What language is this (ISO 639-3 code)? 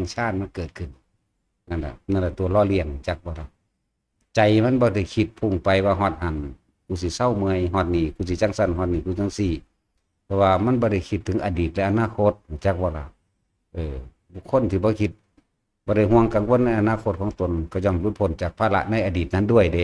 tts